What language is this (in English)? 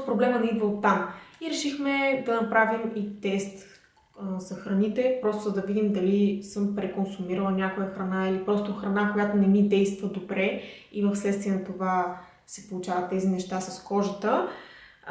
Bulgarian